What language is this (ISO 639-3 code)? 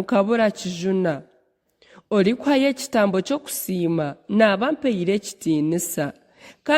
nyn